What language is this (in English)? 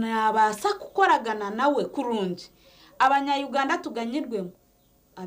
Nyankole